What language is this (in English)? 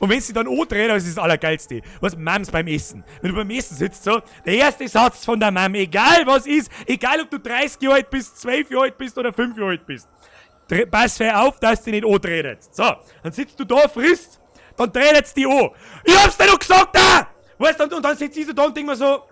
Bavarian